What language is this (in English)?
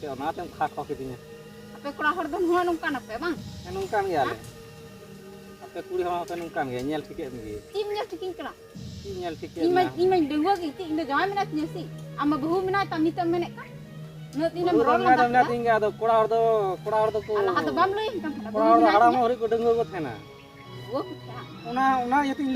Santali